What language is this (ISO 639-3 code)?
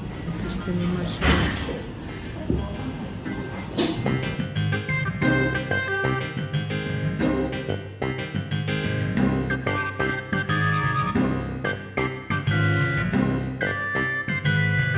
jpn